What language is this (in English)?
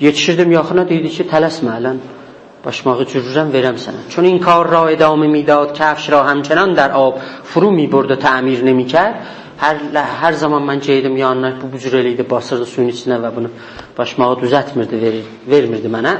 South Azerbaijani